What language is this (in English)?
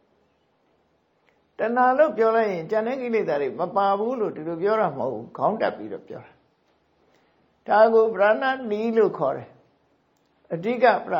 Burmese